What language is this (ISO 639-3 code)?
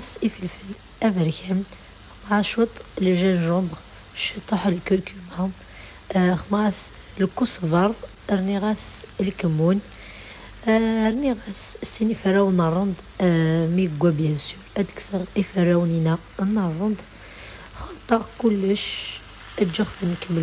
kab